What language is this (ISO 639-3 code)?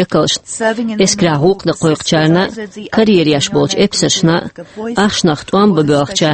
che